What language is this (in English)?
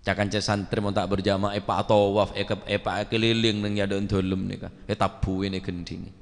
Madurese